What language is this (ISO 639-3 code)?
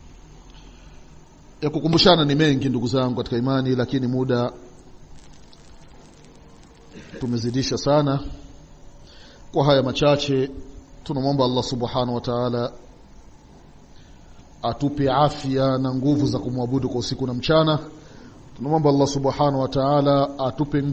swa